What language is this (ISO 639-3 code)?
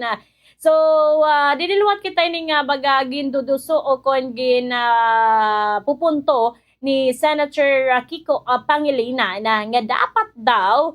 war